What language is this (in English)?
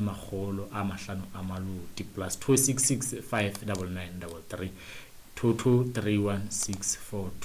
Southern Sotho